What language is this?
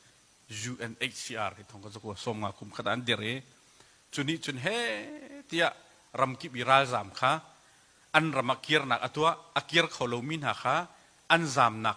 Hakha Chin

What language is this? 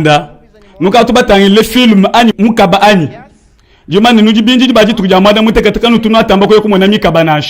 Luba-Lulua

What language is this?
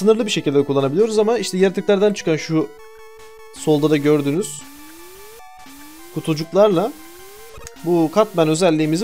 Turkish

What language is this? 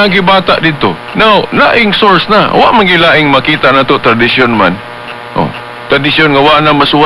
Cebuano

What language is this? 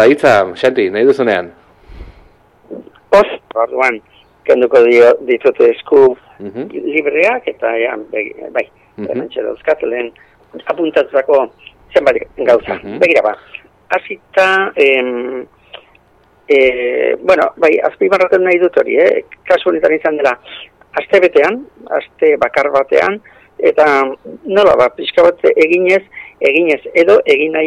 Basque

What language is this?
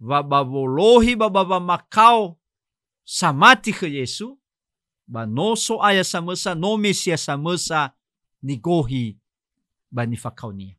Nias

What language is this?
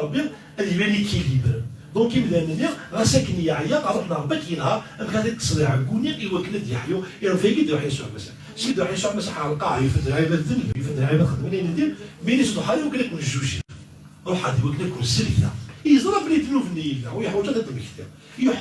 Kabyle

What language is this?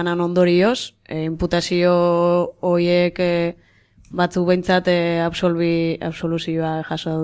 Basque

